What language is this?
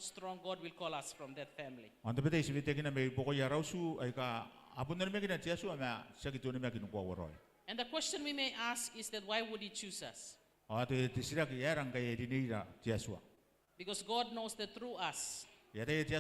Gilbertese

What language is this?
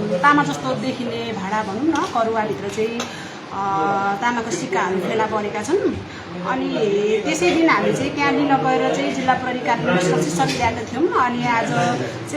Nepali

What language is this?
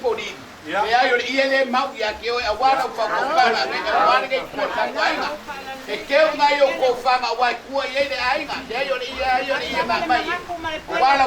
Samoan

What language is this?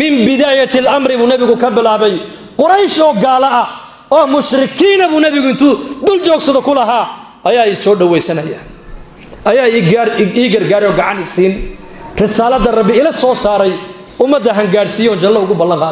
Somali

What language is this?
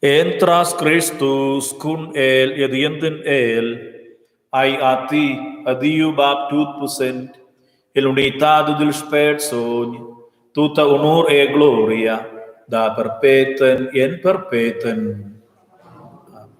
Romansh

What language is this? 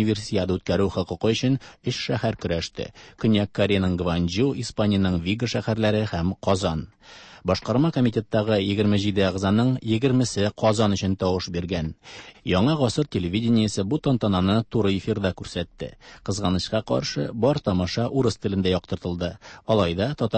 Tatar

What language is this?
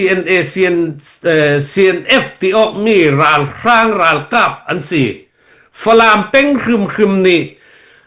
Hakha Chin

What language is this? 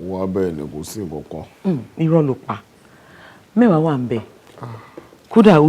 Yoruba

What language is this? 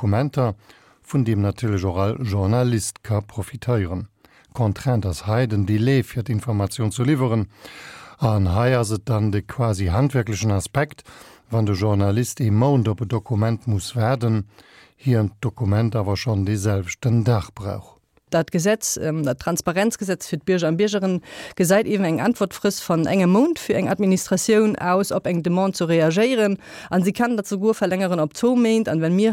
Luxembourgish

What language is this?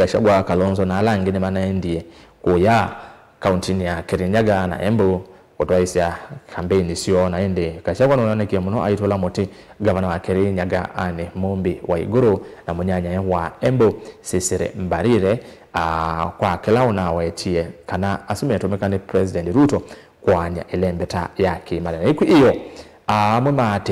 Kamba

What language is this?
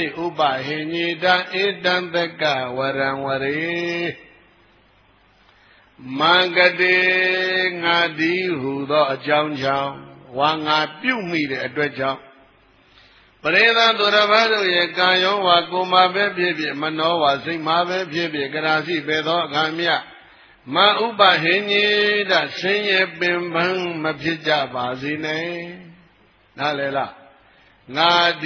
Burmese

